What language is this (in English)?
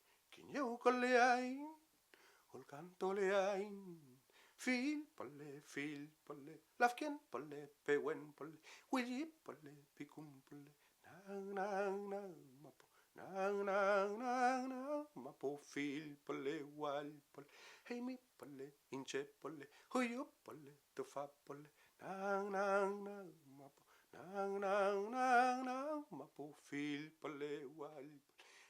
Mapuche